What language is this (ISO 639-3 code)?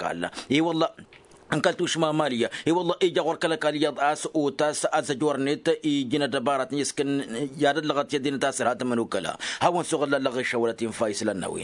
taq